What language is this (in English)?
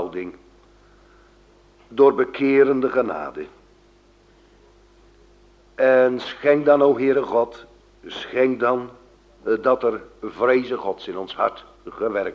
Dutch